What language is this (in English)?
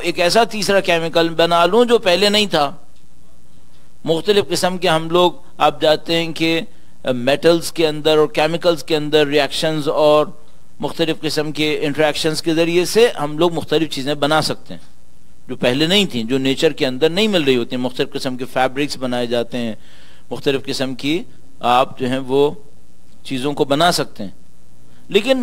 Urdu